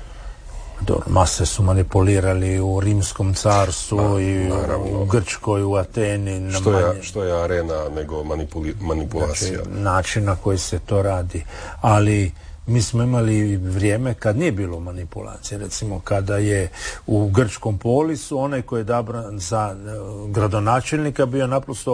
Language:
Croatian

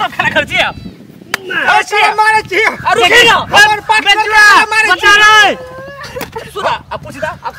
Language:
Maithili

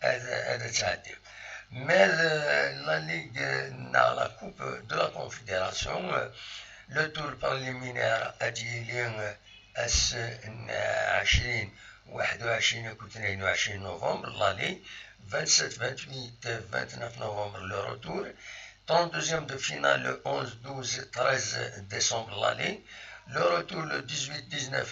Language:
Kabyle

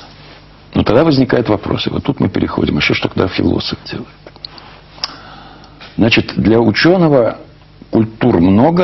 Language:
Russian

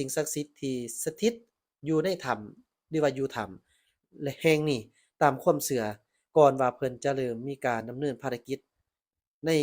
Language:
Lao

